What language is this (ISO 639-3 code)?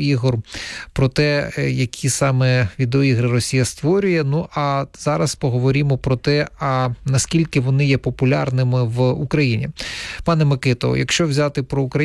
ukr